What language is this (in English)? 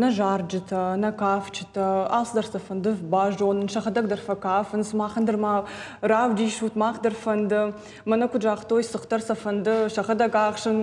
Ossetic